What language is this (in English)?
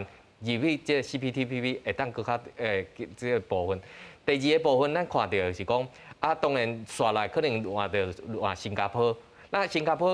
Min Nan Chinese